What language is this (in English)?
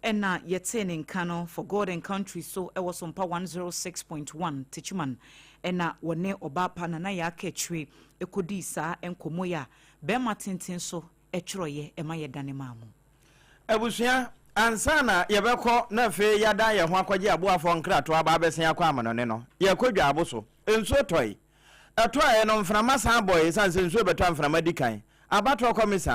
Akan